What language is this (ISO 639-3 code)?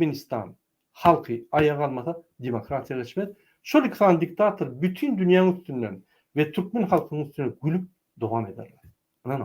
tuk